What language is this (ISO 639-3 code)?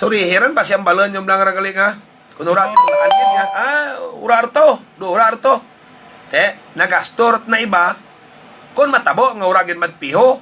hil